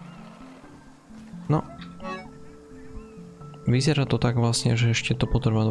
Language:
Slovak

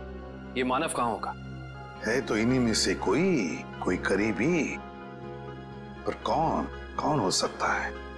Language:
Hindi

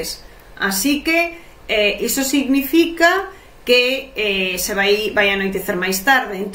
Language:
Galician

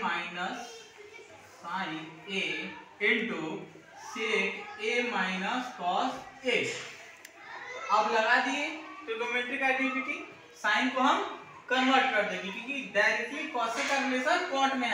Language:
Hindi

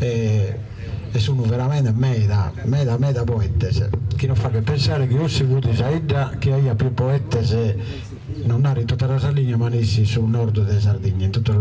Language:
Sardinian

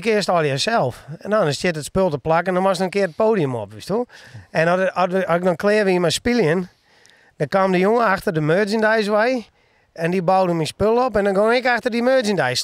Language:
Western Frisian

